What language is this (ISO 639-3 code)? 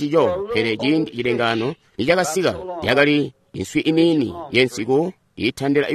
toi